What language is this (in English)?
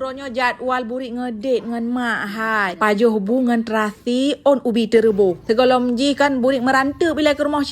Achinese